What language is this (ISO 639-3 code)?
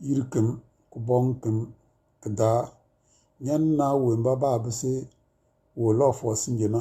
kdh